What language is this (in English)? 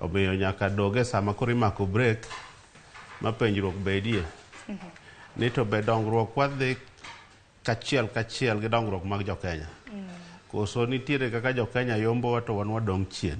Luo (Kenya and Tanzania)